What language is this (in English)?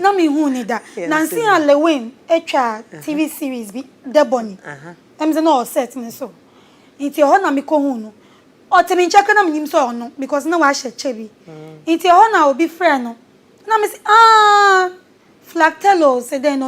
Akan